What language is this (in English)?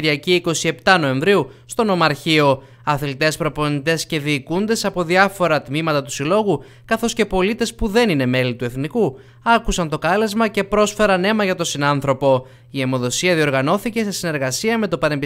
Greek